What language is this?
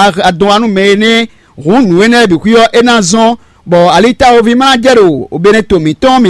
Fon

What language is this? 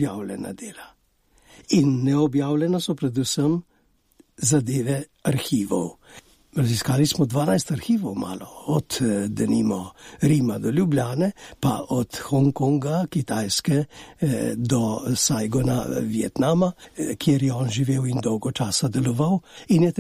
Slovenian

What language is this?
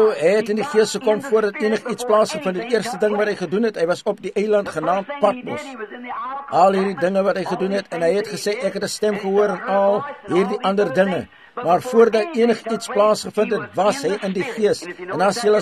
Afrikaans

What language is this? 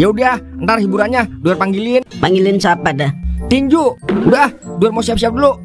Betawi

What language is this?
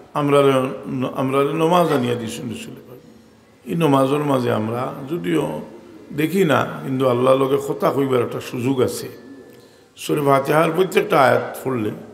Sylheti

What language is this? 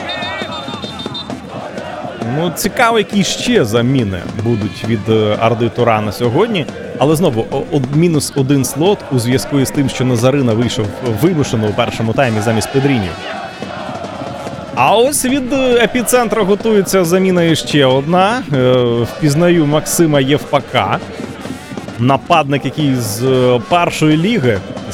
Ukrainian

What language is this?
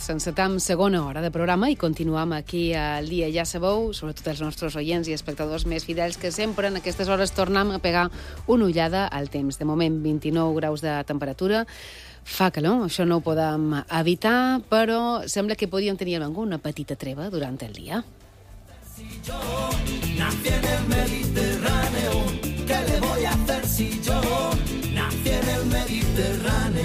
Catalan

